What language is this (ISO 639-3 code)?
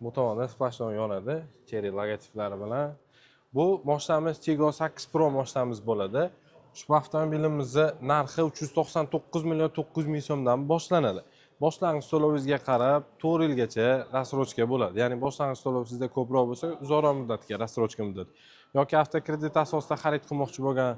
uzb